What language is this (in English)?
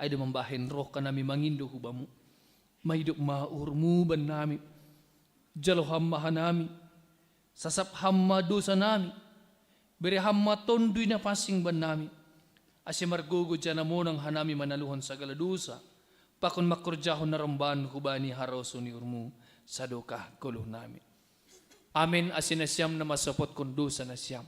Batak Simalungun